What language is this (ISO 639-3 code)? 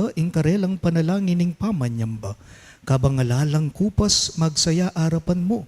pam